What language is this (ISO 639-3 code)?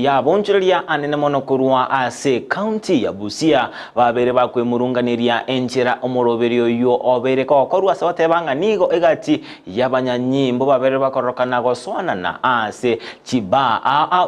guz